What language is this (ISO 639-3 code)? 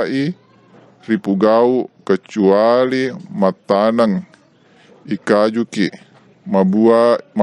bug